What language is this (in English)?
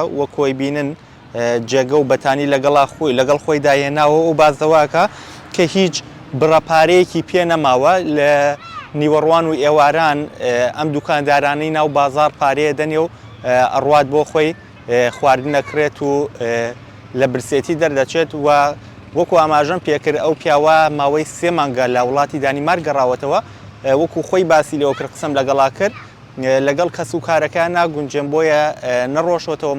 Central Kurdish